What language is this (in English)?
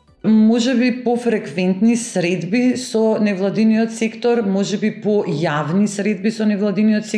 Macedonian